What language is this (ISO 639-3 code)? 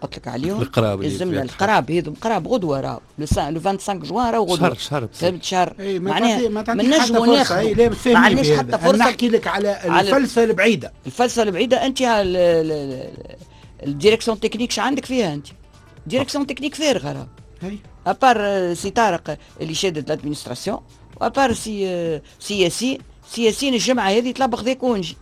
aeb